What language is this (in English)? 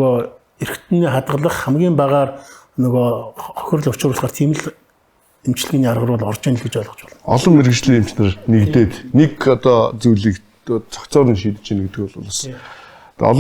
Mongolian